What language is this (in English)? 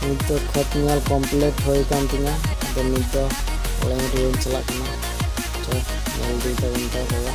Santali